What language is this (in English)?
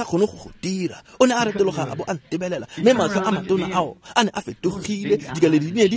Tswana